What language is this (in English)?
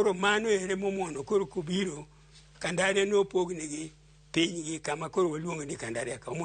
Luo (Kenya and Tanzania)